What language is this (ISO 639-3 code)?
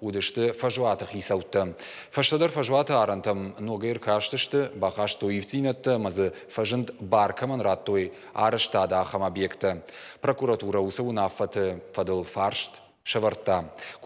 oss